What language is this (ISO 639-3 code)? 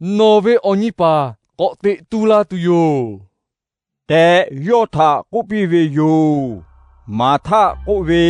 lhu